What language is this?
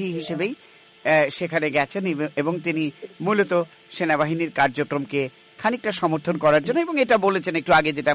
Bangla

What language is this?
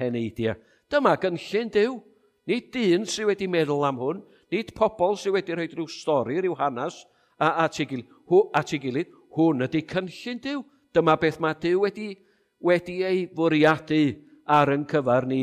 Welsh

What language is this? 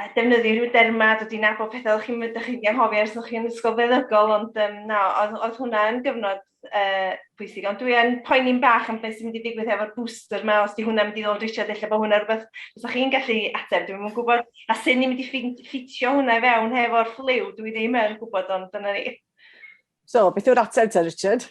Welsh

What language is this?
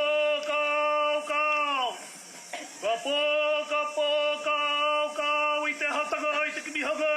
Māori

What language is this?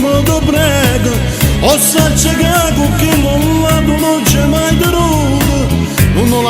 Neapolitan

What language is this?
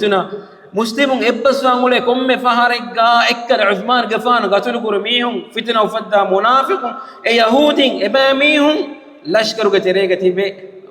Divehi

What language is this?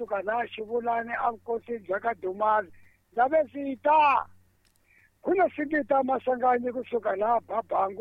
Tsonga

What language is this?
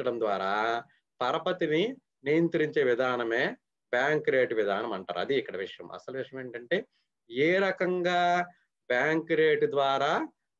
Telugu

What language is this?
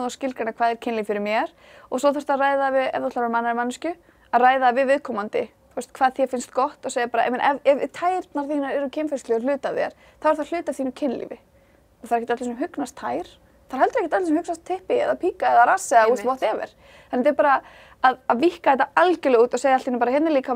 Icelandic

